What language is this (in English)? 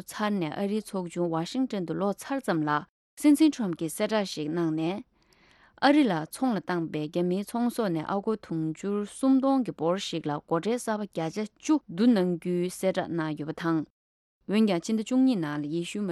Tibetan